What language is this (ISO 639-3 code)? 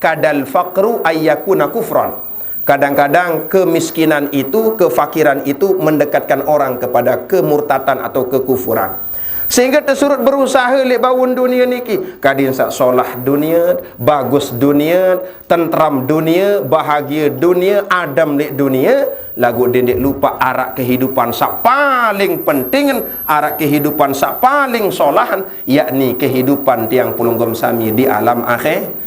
sas